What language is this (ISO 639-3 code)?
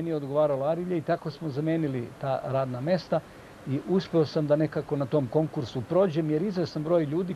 srp